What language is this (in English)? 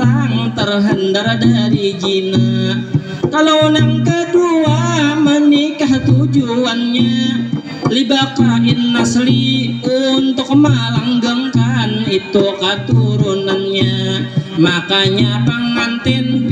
Banjar